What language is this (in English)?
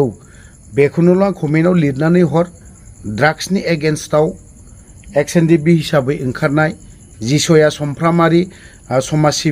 Bodo